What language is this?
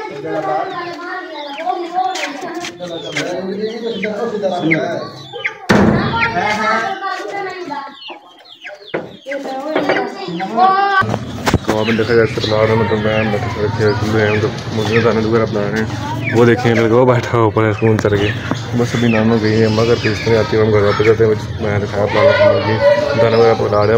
Hindi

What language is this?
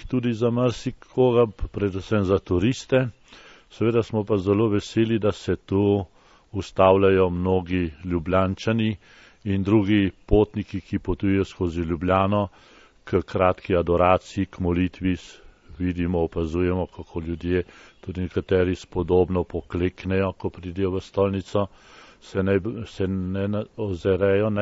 Slovenian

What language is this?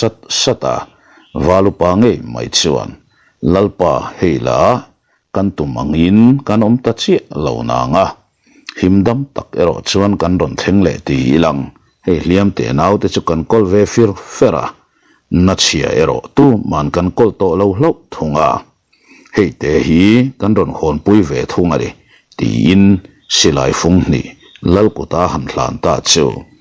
Mizo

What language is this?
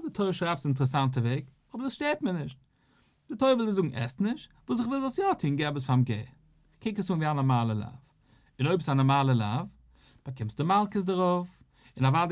Yiddish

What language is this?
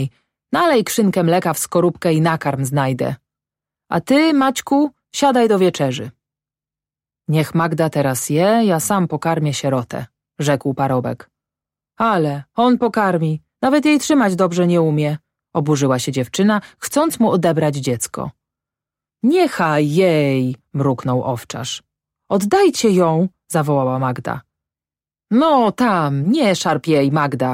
Polish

